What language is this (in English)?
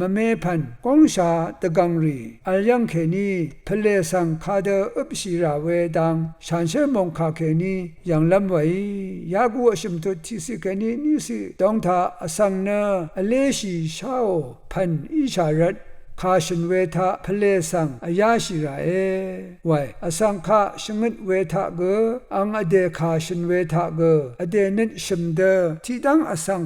Rawang